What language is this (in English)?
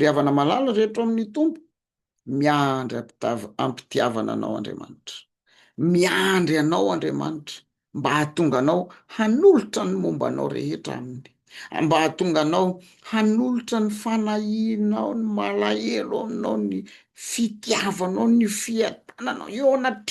Malagasy